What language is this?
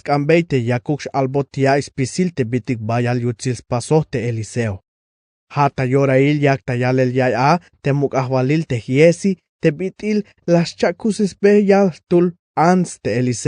Tzeltal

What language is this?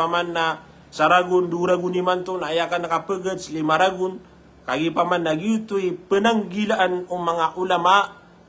Maranao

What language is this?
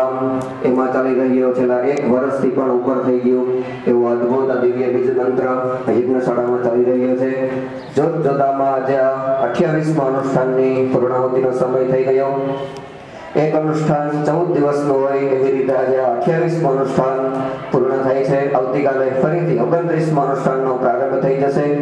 Gujarati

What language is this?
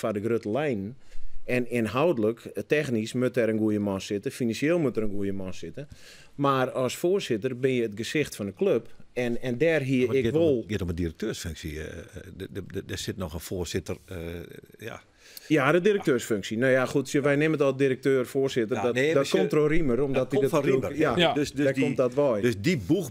Western Frisian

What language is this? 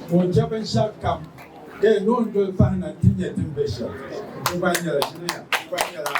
Dagbani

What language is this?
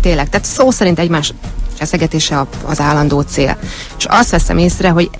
Hungarian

